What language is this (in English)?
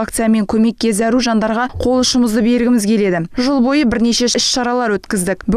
Kazakh